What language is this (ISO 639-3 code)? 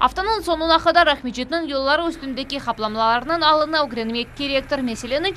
crh